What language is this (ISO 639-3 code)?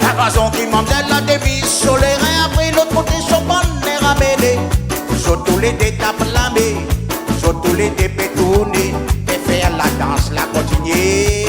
rcf